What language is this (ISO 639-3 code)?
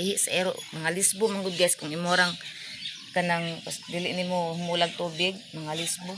ceb